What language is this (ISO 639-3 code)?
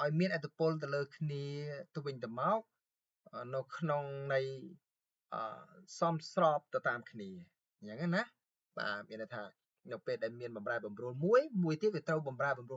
khm